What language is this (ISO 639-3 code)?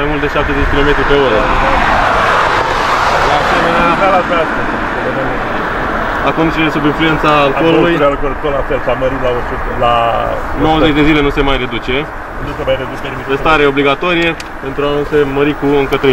ron